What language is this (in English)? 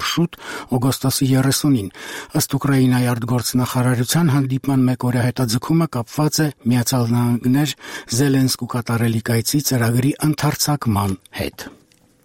Armenian